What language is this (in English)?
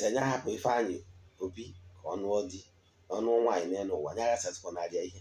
Igbo